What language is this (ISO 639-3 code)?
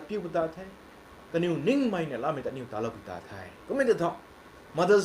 nbu